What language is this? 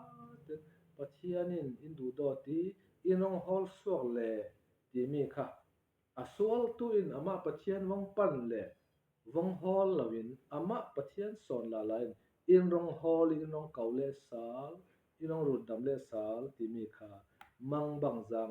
Falam Chin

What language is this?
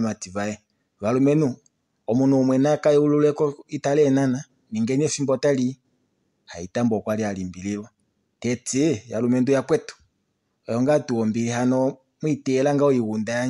Kuanyama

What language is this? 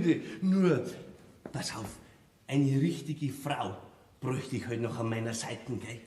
Bavarian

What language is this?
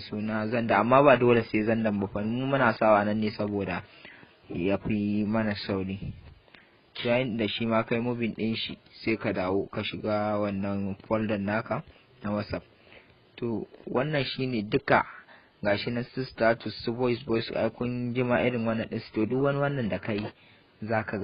Hausa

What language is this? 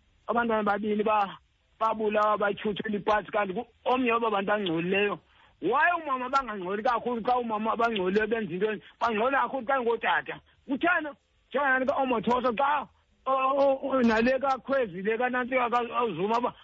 Xhosa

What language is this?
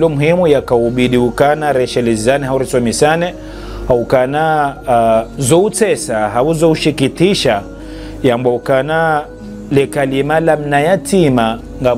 Ngazidja Comorian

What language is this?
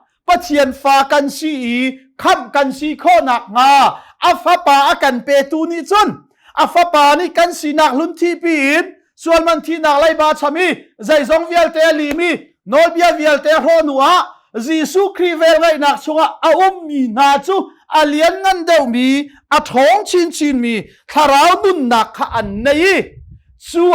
Hakha Chin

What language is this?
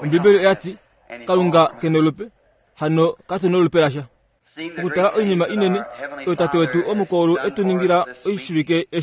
Kuanyama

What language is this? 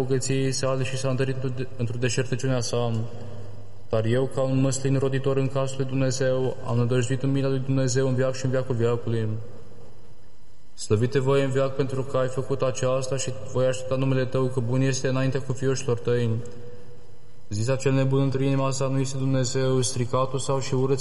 Romanian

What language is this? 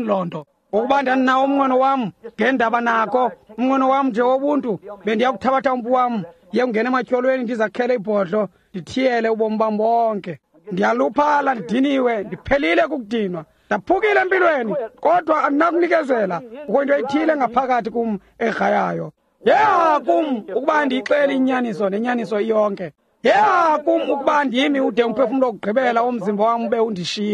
Xhosa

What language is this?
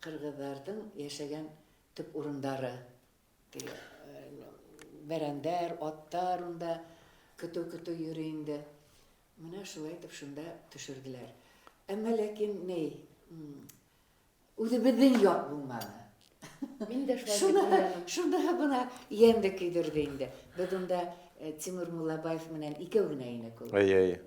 Bashkir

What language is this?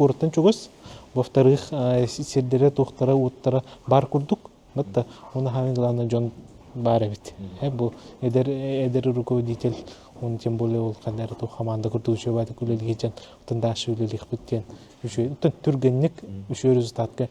Yakut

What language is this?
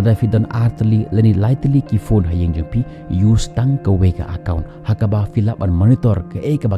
Khasi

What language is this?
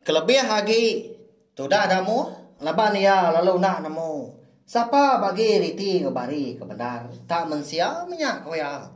Iban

